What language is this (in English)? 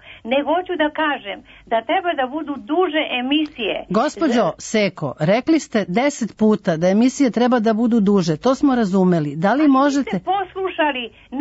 Serbian